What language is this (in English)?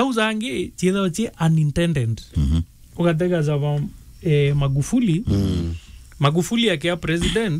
Meru